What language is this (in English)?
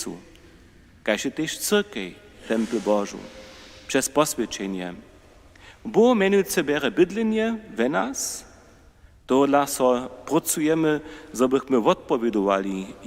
Upper Sorbian